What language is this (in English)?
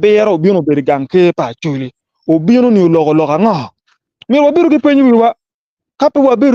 Acoli